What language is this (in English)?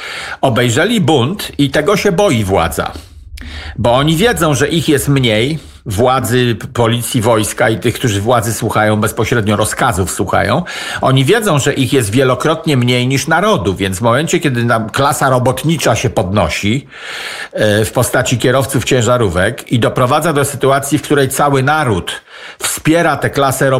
Polish